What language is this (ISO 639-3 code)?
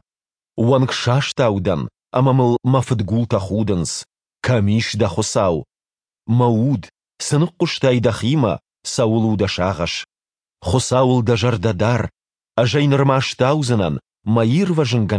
oss